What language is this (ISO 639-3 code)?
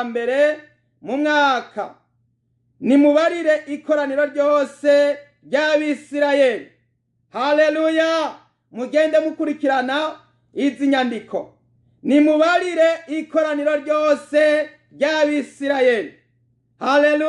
run